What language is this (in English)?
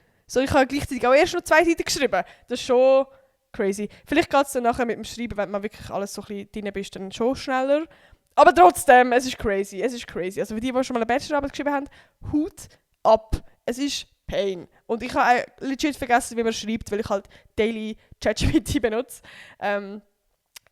Swiss German